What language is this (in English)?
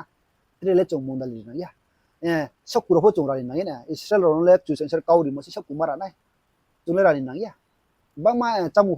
Riang (India)